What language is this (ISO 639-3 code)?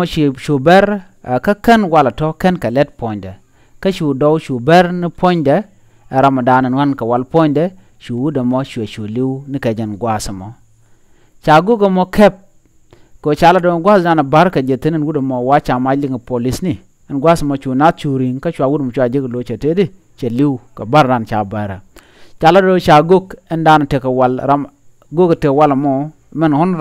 nus